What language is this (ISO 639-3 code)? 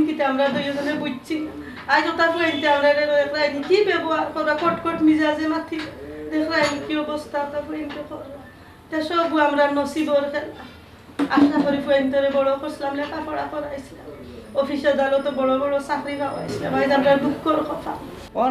syl